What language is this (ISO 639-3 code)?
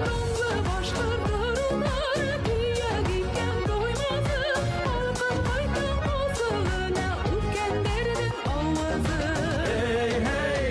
bak